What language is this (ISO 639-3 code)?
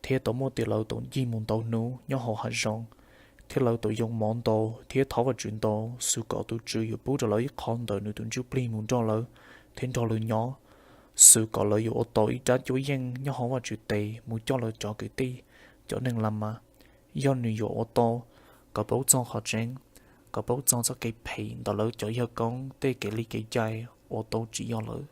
hmn